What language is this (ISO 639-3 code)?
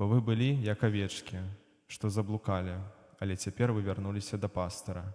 bel